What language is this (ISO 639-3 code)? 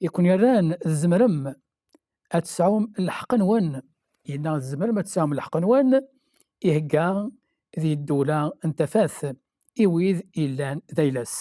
kab